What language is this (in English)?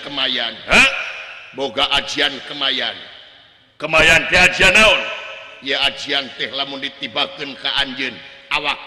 Sundanese